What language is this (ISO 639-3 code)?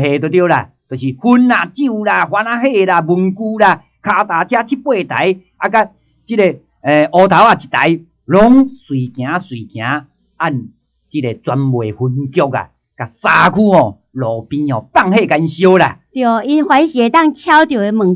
nan